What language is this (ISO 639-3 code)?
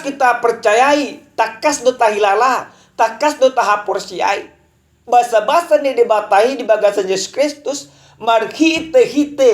bbc